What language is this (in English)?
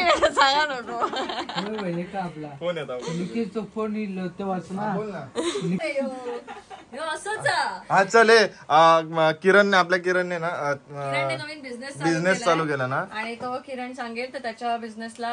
Marathi